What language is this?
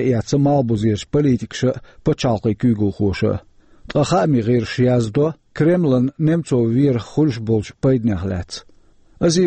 Chechen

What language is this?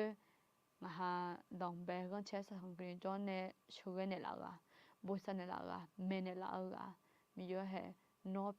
Akha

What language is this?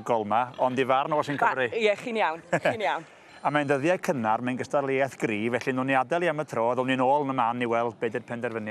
Welsh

